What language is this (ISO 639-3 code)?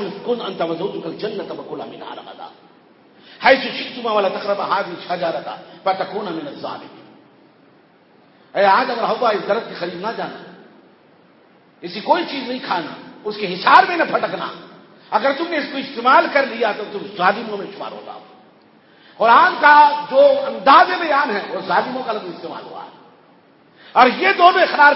urd